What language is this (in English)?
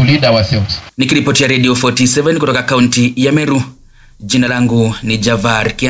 Swahili